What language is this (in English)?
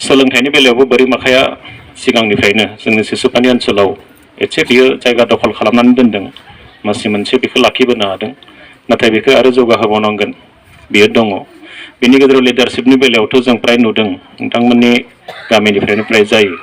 Bodo